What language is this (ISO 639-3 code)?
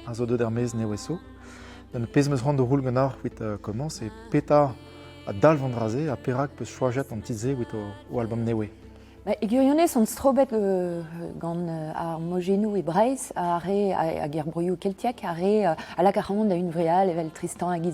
bre